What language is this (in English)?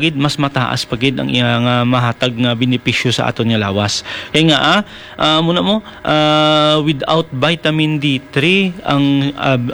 Hiligaynon